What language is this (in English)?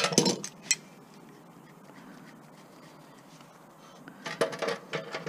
English